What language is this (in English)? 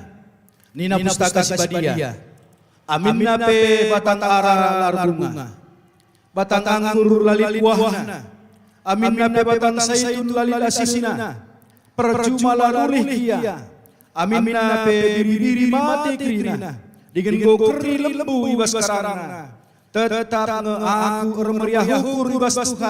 Batak Karo